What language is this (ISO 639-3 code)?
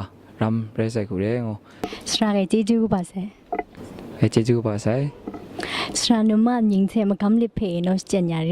kac